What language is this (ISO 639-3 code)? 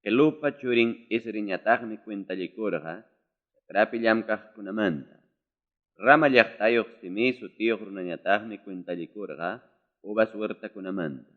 quy